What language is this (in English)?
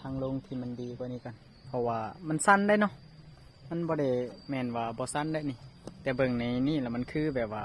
Lao